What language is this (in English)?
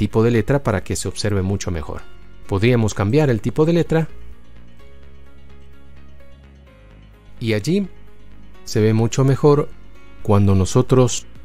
Spanish